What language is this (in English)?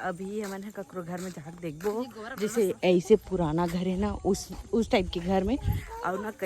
Chhattisgarhi